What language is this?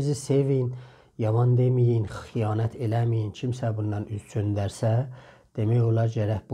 South Azerbaijani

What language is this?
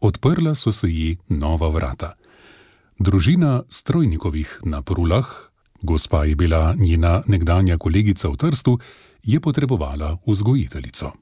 Slovenian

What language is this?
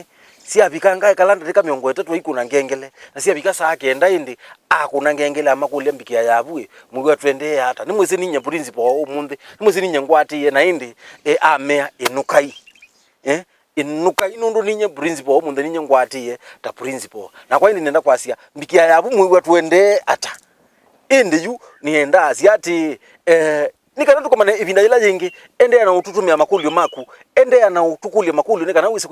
Kamba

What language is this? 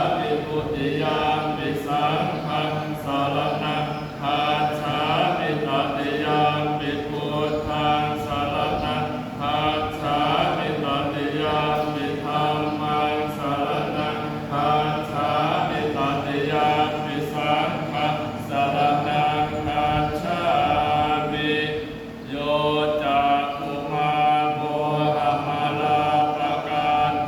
Pali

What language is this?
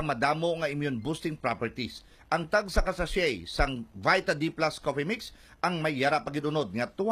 Hiligaynon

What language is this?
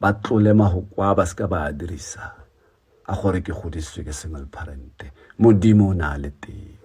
Tswana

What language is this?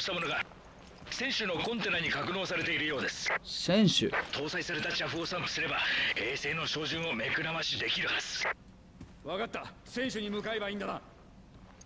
Japanese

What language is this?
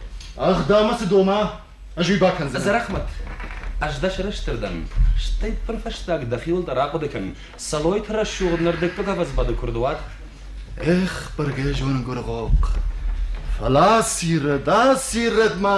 Ossetic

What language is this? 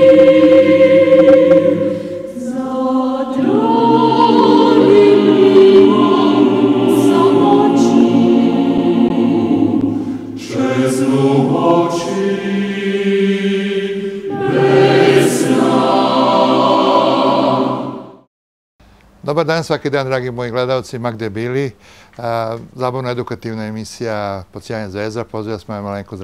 Serbian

